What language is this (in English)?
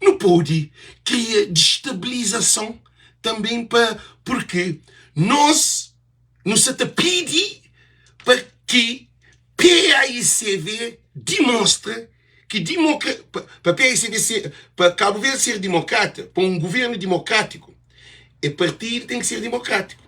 Kabuverdianu